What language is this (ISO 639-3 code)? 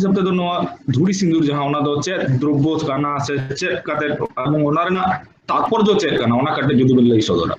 sat